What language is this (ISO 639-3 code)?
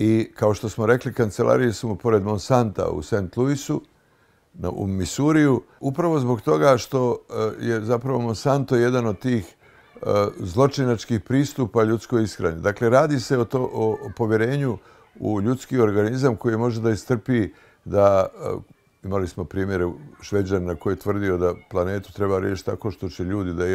bos